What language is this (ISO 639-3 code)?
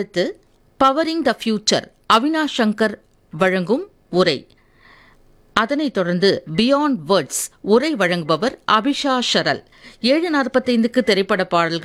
tam